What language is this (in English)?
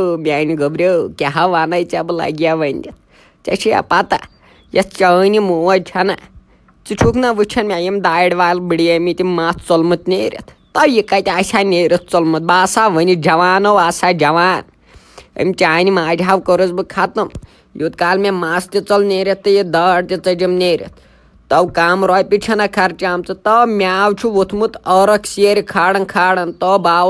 Kashmiri